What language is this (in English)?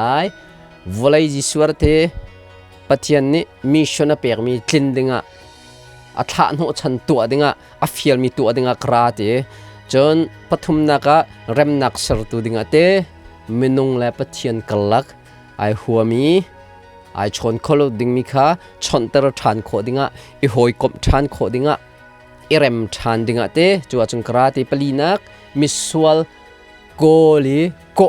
Hakha Chin